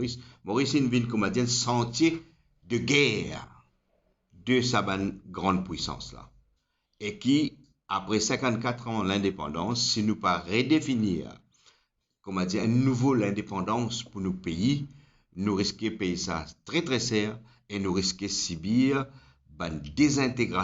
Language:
Morisyen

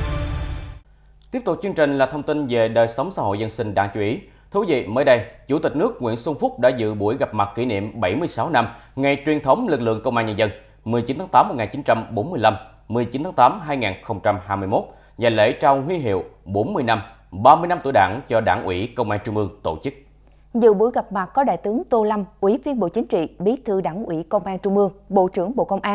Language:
Vietnamese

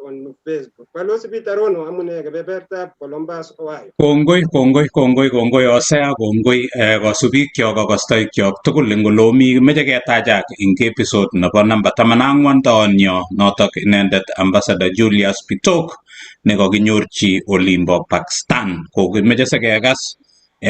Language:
Kalenjin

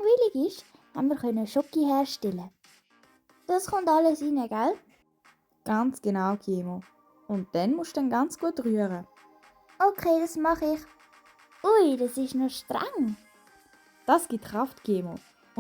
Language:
Swiss German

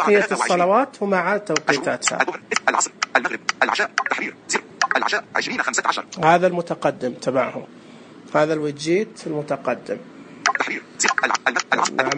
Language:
Najdi Arabic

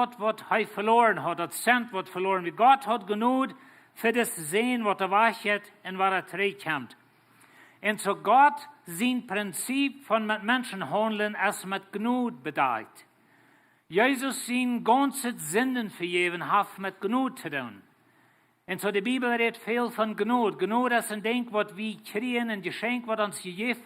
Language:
Plautdietsch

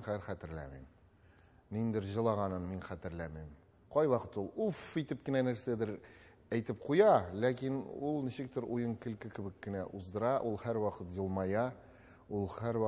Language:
Tatar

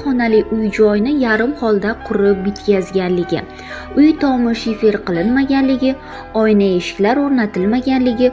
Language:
Uzbek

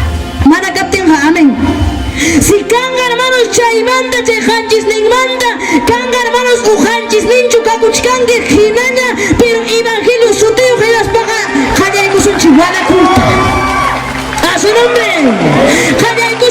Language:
Ayacucho Quechua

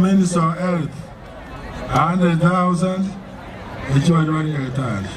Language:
Gusii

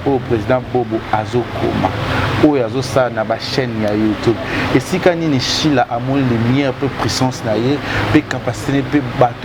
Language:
Lingala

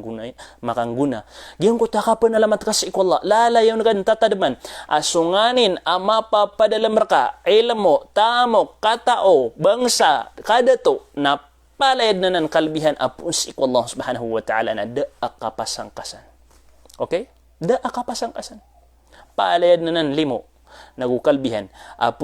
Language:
Maranao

